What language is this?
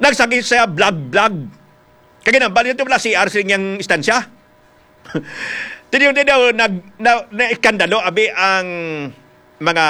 Hiligaynon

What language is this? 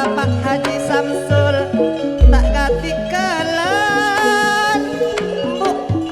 Madurese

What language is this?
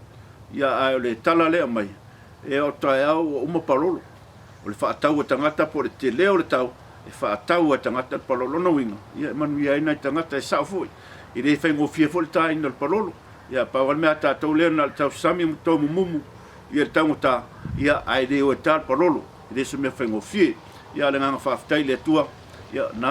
Samoan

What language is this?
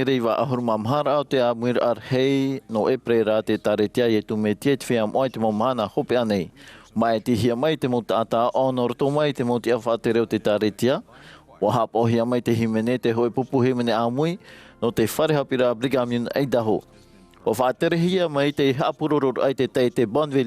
Tahitian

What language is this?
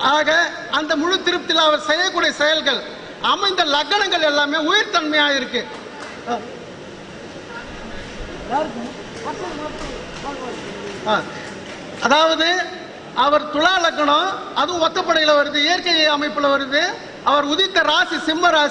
Tamil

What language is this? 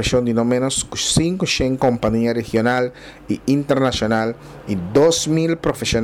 Papiamento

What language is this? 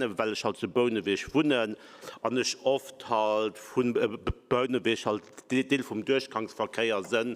Luxembourgish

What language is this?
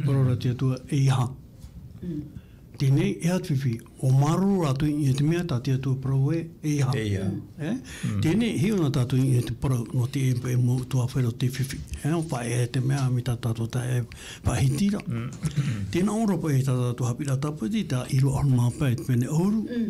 Tahitian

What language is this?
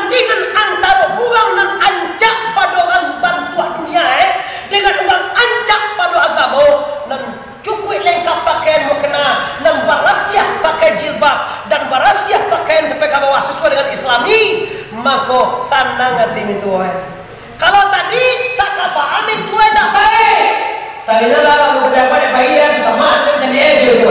Minangkabau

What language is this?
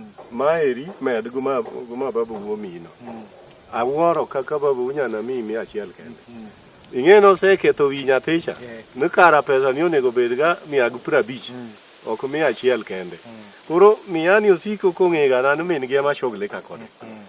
Luo (Kenya and Tanzania)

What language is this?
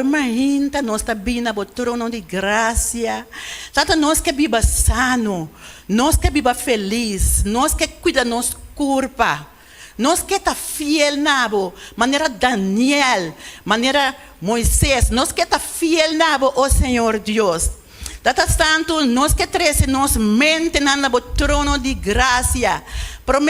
Papiamento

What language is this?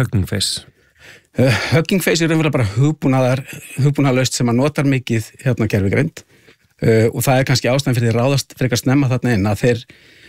Icelandic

